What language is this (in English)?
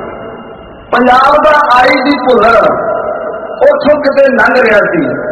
Punjabi